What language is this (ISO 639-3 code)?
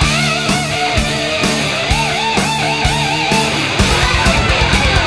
ces